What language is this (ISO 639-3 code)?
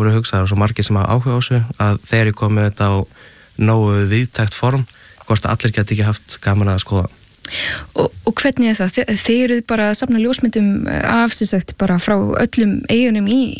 isl